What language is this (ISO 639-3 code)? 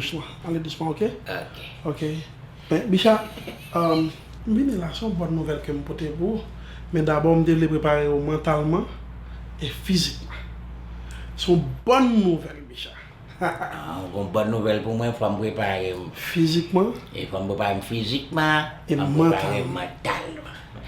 hat